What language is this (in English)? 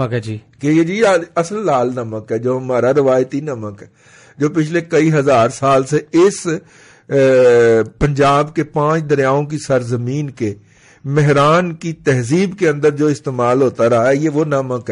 Urdu